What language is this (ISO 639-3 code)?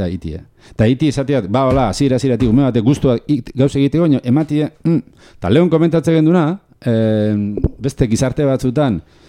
eus